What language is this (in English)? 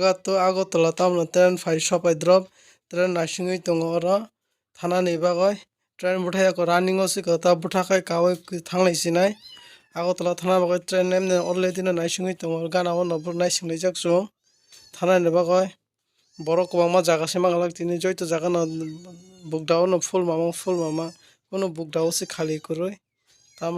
Kok Borok